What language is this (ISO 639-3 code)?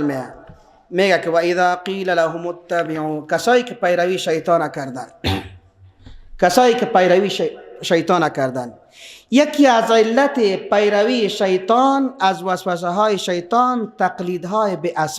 fas